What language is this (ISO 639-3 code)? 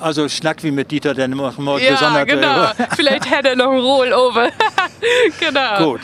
nds